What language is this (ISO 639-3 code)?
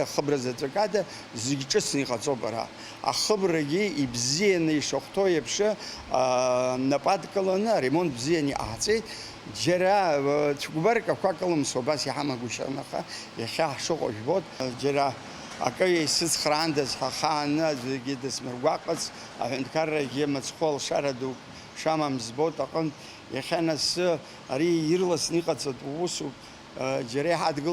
abk